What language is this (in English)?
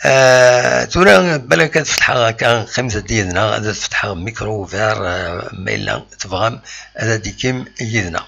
Kabyle